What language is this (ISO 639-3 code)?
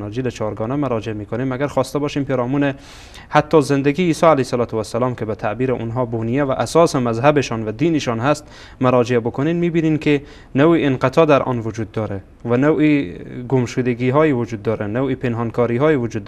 fas